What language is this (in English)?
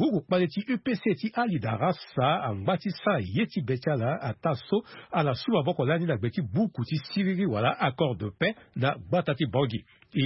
Sango